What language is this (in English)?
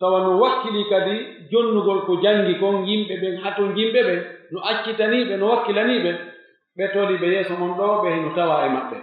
Pular